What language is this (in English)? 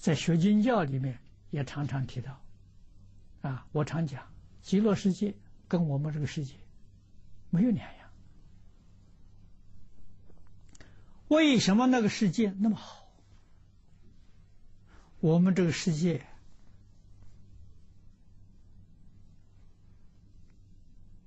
Chinese